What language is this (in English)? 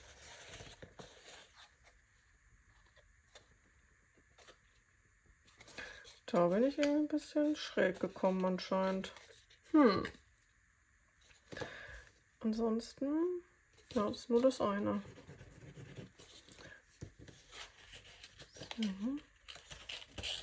German